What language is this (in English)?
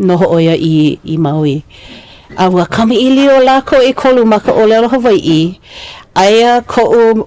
Hawaiian